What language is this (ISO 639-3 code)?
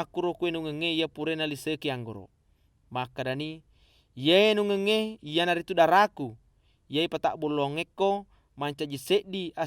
bug